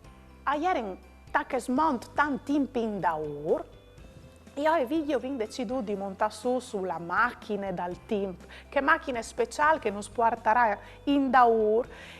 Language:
Friulian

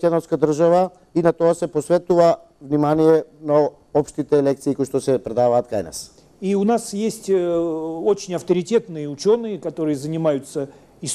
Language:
Macedonian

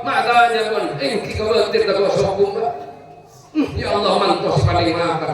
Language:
Madurese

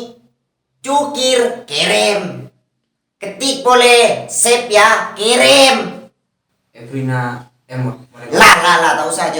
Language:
Madurese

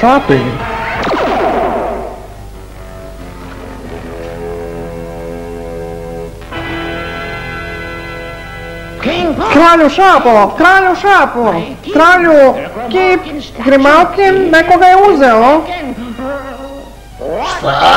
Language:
Serbian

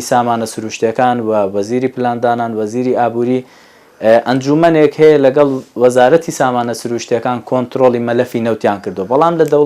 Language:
Central Kurdish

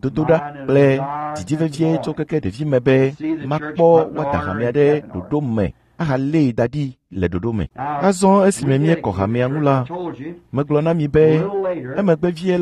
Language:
Ewe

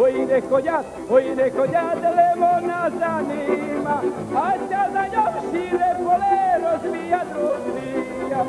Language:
Rusyn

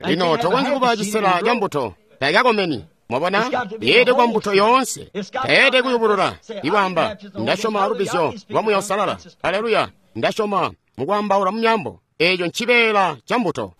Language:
Tonga (Zambia)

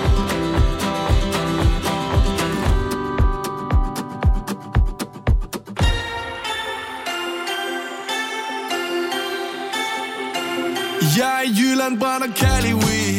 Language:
Danish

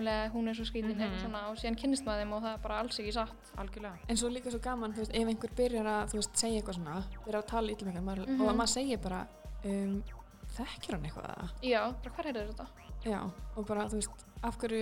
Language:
Icelandic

